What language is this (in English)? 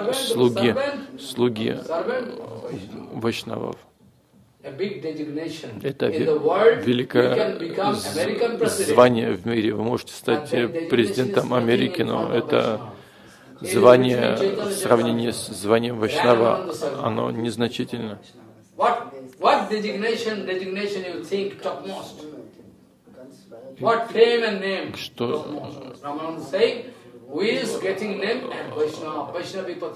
Russian